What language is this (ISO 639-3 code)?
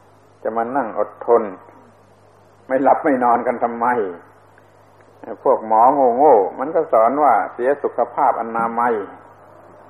tha